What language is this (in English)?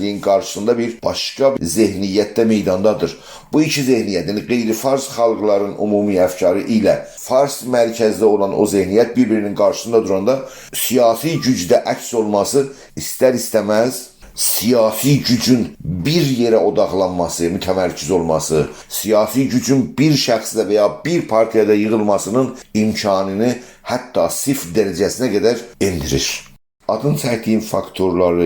South Azerbaijani